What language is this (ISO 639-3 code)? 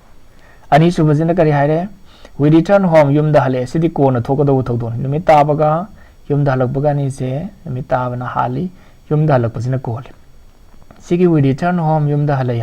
mni